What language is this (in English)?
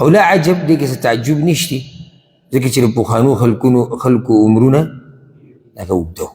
Pashto